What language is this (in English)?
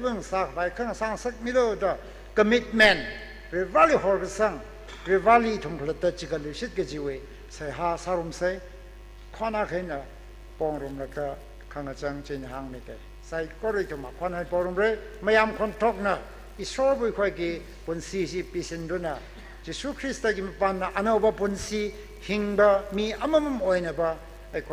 Tangkhul Naga (India)